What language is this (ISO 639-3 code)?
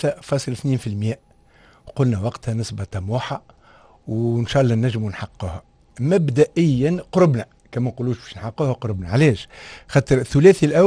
aeb